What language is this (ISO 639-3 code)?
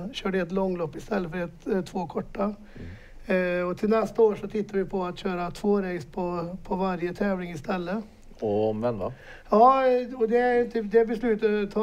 swe